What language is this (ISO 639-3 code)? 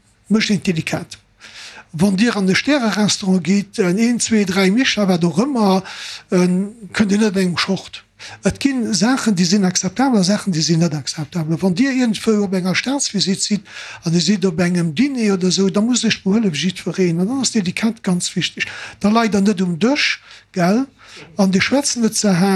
ltz